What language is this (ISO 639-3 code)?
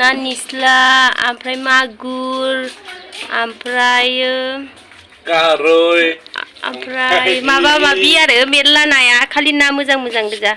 brx